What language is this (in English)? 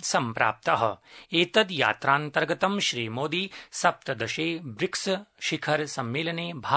Sanskrit